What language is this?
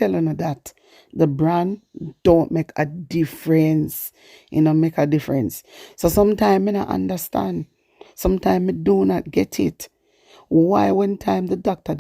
Jamaican Creole English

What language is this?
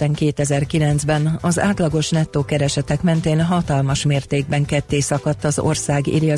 Hungarian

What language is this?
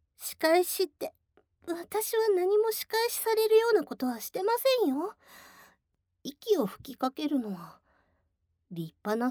Japanese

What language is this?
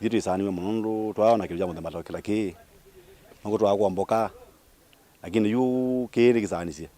Kamba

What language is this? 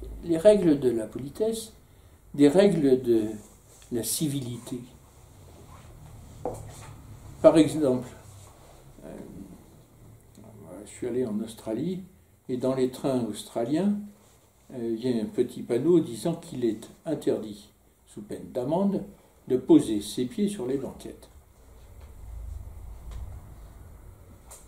French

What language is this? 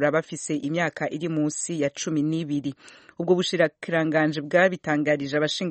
Kinyarwanda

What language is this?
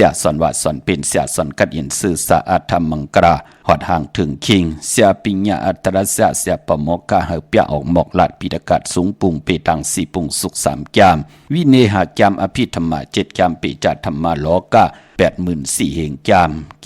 Shan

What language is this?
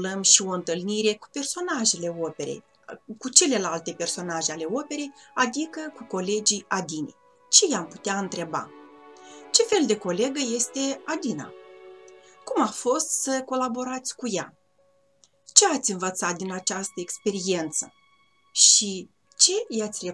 Romanian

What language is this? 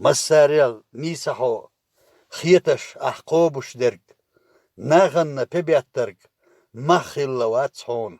Chechen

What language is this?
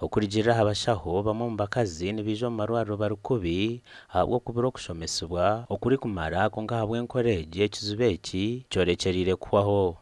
Nyankole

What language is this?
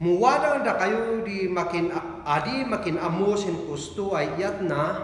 Kankanaey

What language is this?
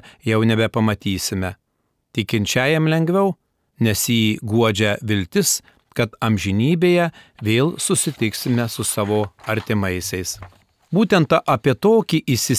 Lithuanian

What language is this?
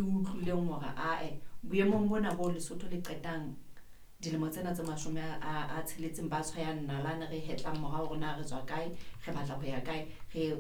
Southern Sotho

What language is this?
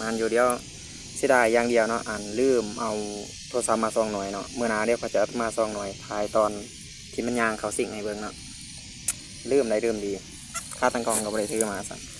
Lao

